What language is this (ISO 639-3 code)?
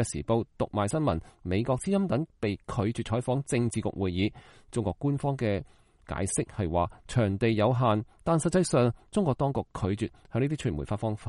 yue